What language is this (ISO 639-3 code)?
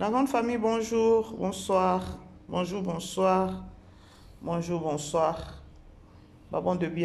lin